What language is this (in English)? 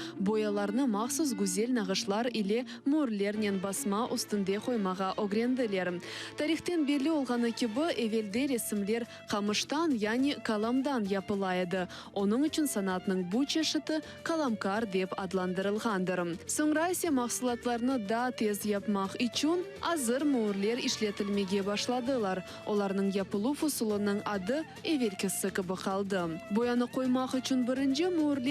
Crimean Tatar